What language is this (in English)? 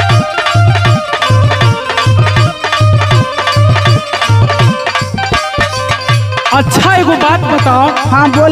Bhojpuri